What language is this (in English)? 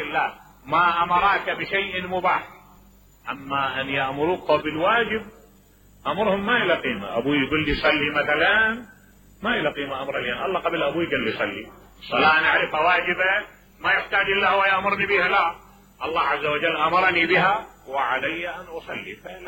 Mesopotamian Arabic